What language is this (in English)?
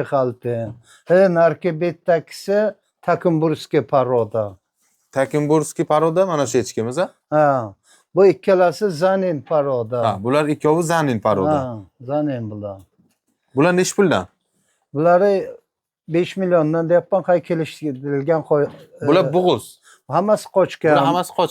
Uzbek